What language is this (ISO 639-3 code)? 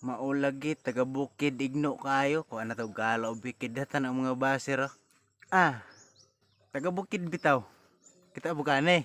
ceb